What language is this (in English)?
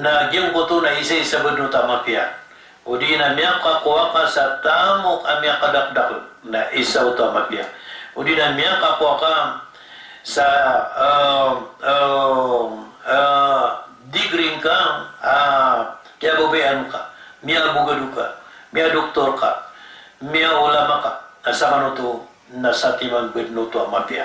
Maranao